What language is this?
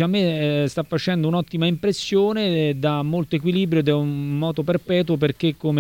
Italian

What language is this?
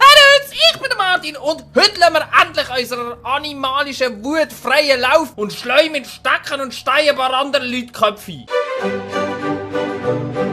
Swiss German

